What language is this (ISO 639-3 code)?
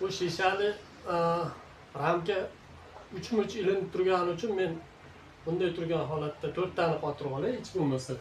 uzb